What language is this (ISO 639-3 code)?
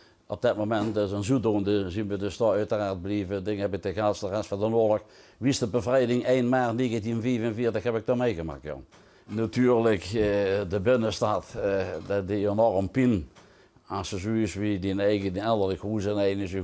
lim